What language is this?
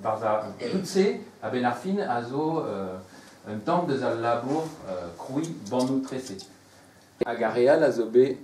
Breton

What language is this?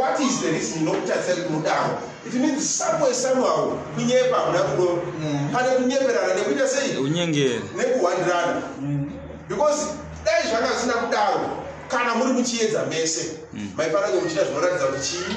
Shona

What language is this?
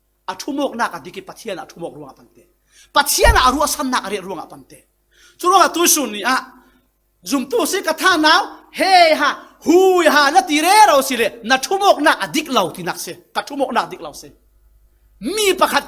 Falam Chin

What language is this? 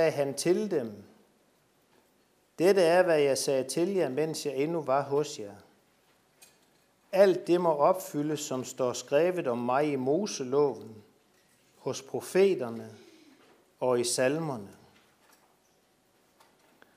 Danish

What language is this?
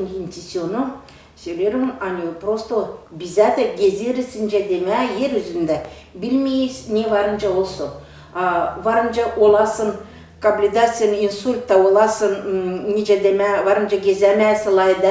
Gagauz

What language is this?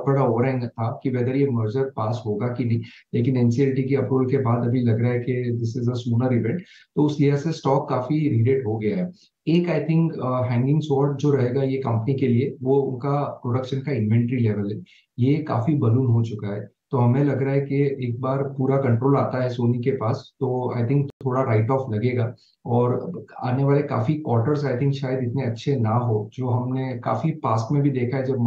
Hindi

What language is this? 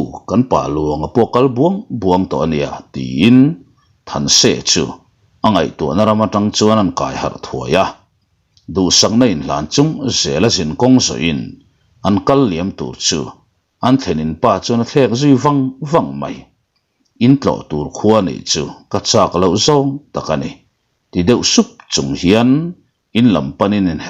Mizo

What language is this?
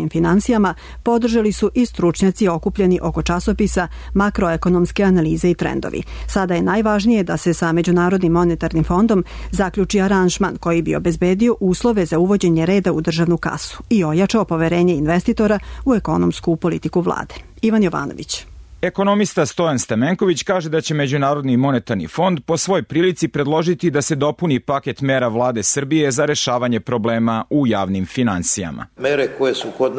Serbian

